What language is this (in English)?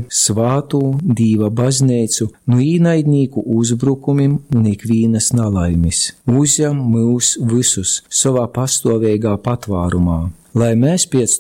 Latgalian